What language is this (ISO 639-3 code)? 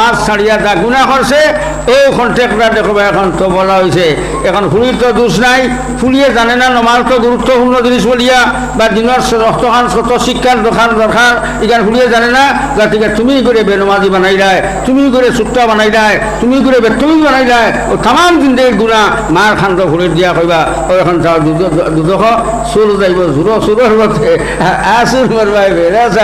syl